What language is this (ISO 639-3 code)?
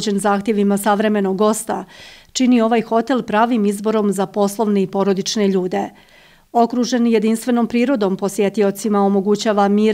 bos